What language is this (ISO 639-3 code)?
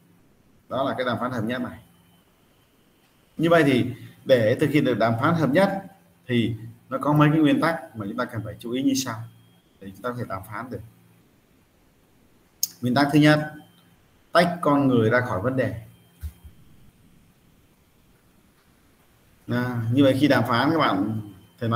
vie